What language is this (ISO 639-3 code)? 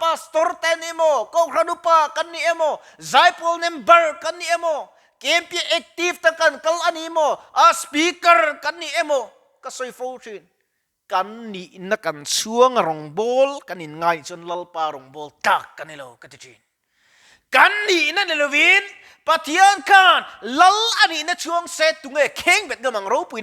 lus